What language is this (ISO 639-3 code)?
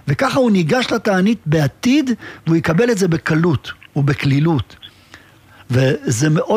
heb